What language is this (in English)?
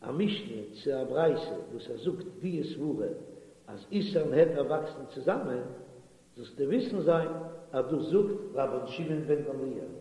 Yiddish